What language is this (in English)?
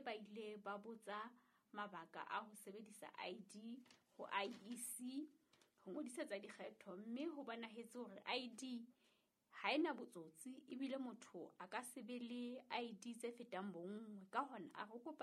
Southern Sotho